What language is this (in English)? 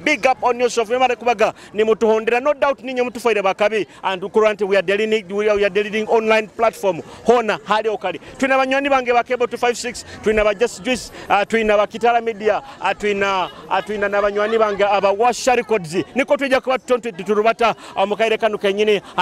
Nyoro